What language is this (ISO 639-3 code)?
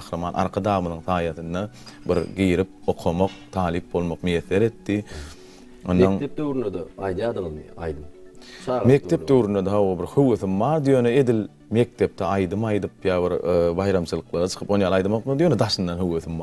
tuk